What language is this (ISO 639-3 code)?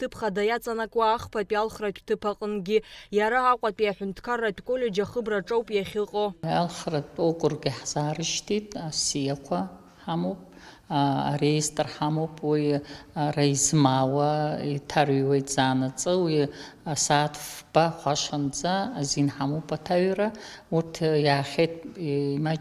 abk